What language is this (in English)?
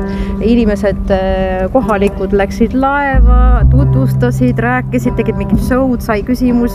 Estonian